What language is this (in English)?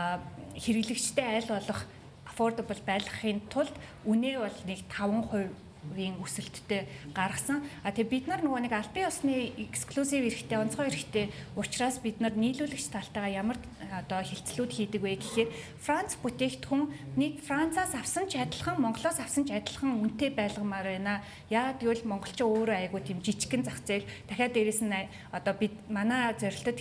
Mongolian